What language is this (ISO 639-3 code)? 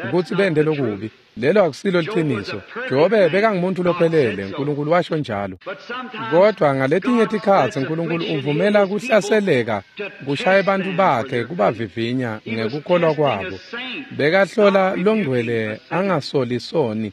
ssw